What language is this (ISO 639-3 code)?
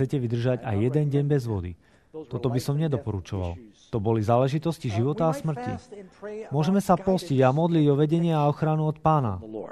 slk